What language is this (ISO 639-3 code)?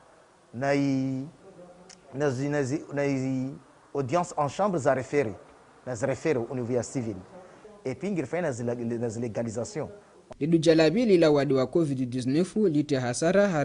zdj